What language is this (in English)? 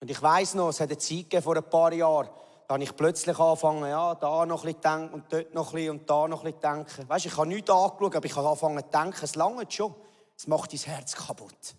Swiss German